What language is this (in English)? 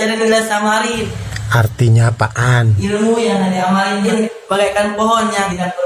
Betawi